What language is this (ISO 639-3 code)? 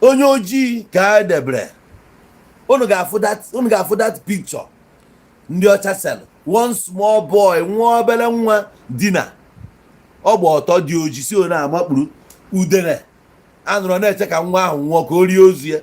ibo